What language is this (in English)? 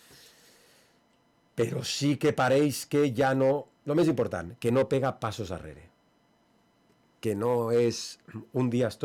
Catalan